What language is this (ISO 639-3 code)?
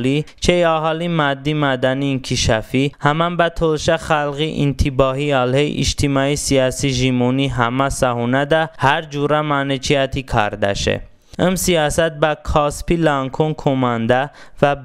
tly